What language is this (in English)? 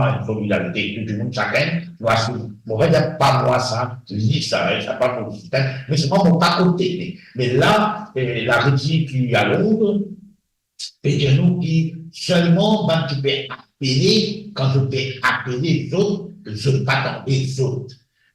Morisyen